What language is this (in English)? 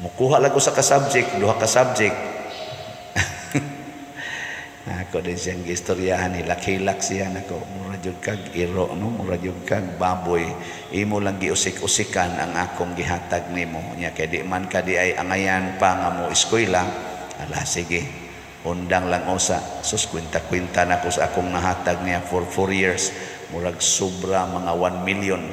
Cebuano